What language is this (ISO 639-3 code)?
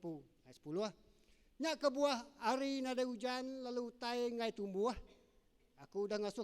iba